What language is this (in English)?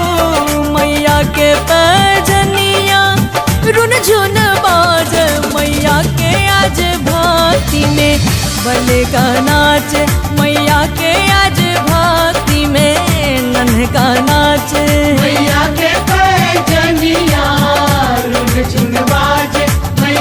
Bhojpuri